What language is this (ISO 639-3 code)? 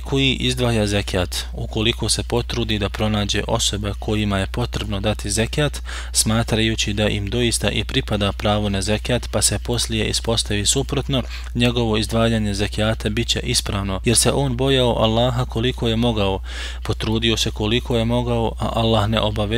bos